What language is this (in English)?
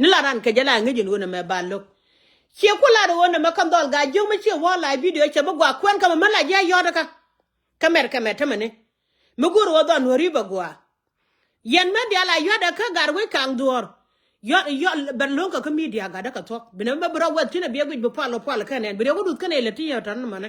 Nuer